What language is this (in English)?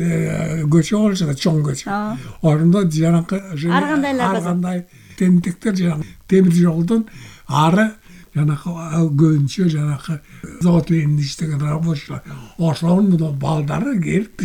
Kyrgyz